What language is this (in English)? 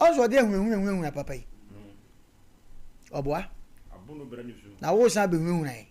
Akan